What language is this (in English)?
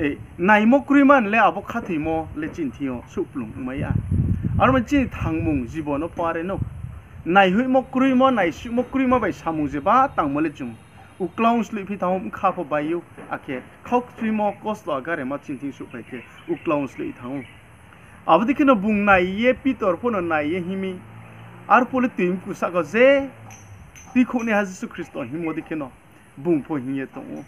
Riang (India)